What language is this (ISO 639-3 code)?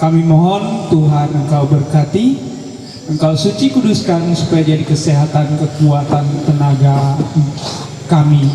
mhy